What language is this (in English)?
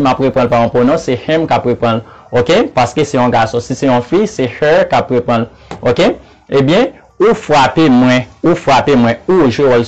Haitian Creole